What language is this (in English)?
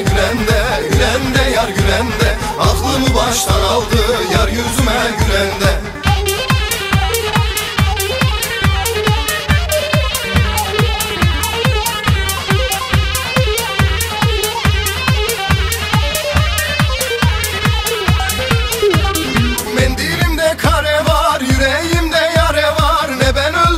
Turkish